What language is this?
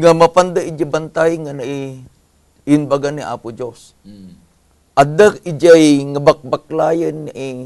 Iloko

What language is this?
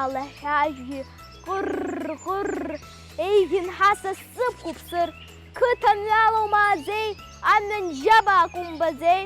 Abkhazian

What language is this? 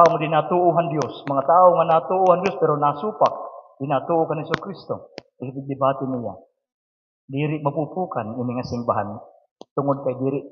Waray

